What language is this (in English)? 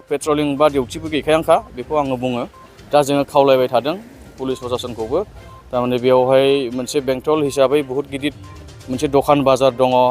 Bodo